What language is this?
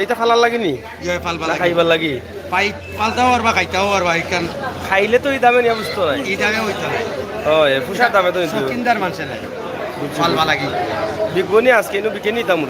Sylheti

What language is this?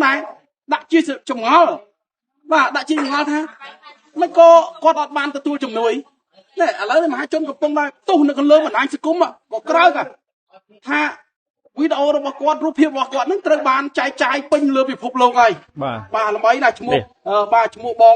Khmer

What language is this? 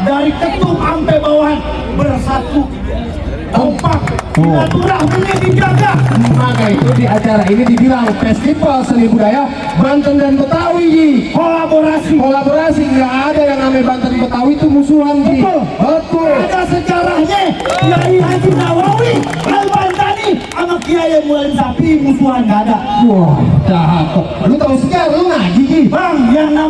Betawi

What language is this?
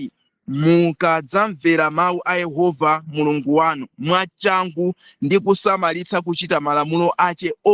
Nyanja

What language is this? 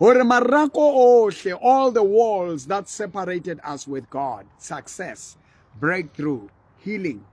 Southern Sotho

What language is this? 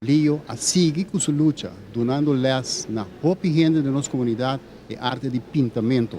Papiamento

